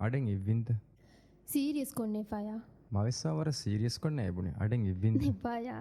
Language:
Divehi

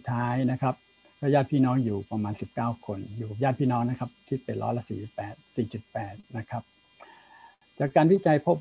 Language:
Thai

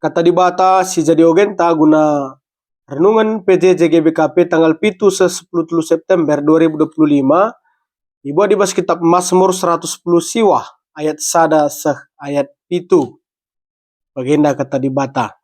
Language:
Batak Karo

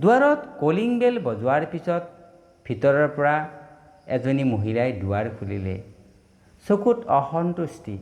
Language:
Assamese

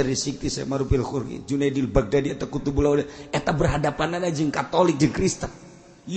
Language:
Sundanese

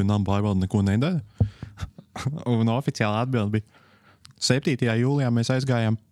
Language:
Latvian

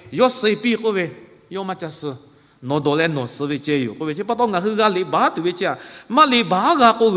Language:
Lahu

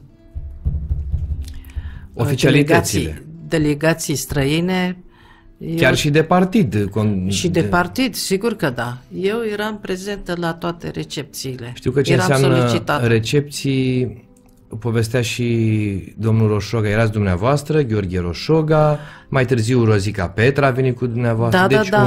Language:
Romanian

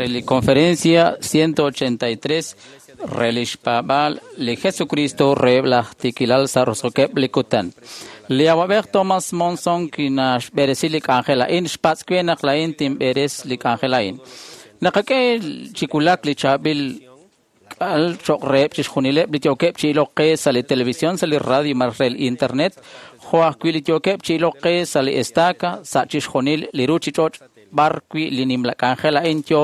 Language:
Kekchí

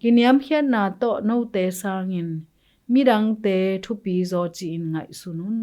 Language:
Tedim Chin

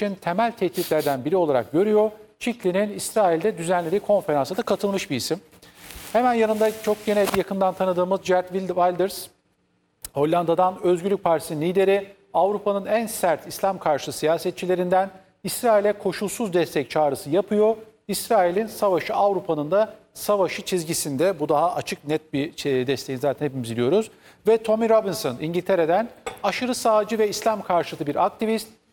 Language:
Turkish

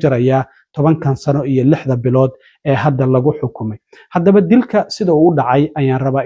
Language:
Somali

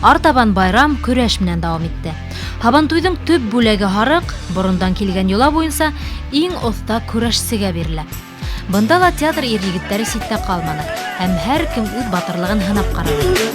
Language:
Bashkir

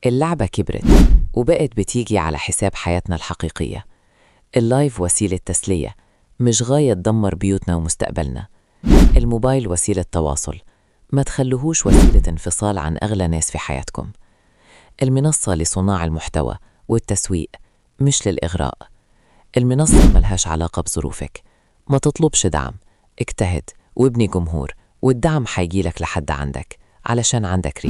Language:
Egyptian Arabic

